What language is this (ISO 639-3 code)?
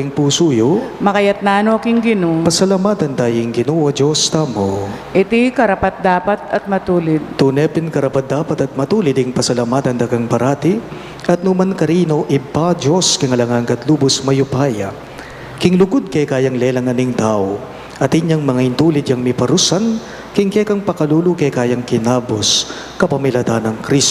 pam